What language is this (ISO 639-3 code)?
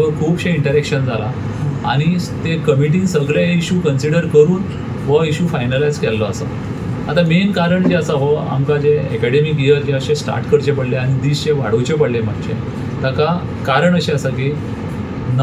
kok